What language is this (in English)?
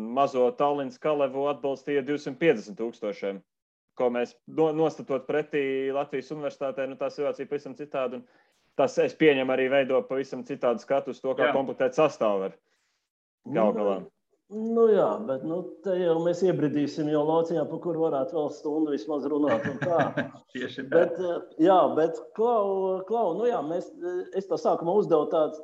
Latvian